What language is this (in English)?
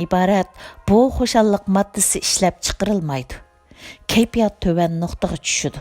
Uyghur